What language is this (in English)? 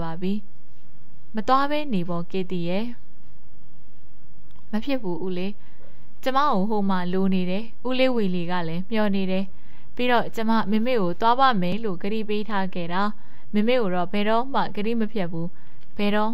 Burmese